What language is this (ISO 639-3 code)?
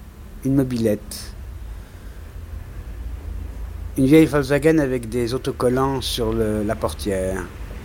fra